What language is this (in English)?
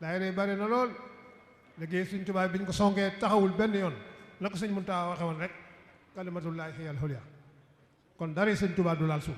Wolof